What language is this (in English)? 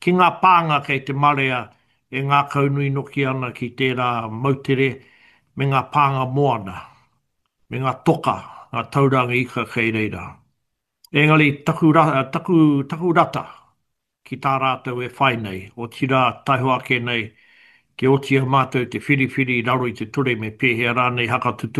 Māori